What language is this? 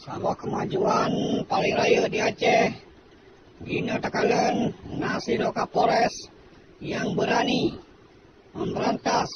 Achinese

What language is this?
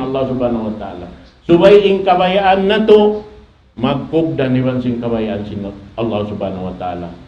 Tausug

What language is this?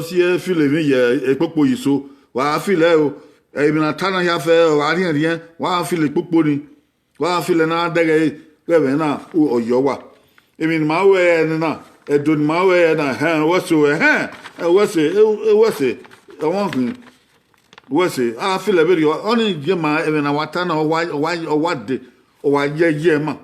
Bini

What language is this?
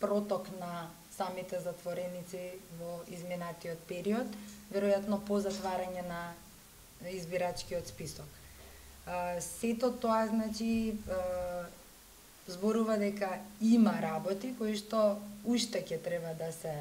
Macedonian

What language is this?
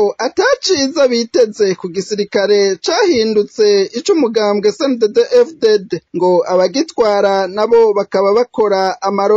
Rundi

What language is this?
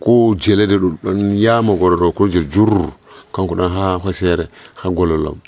Nigerian Fulfulde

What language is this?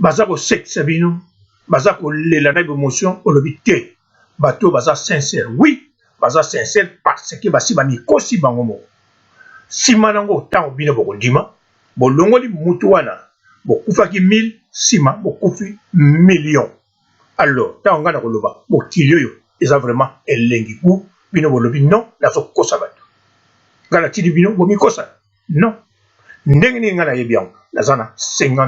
Lingala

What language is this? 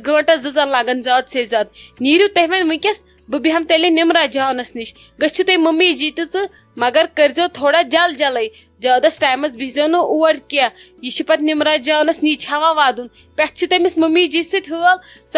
Kashmiri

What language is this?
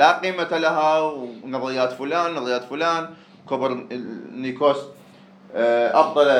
Moroccan Arabic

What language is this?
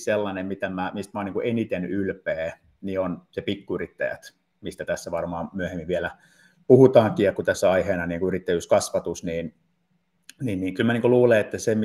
Finnish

